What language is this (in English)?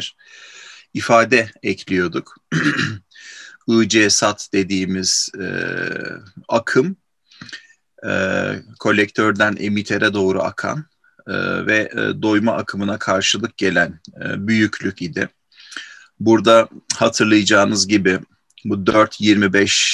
Turkish